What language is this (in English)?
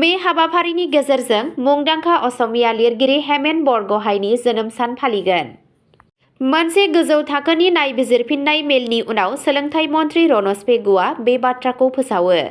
Bodo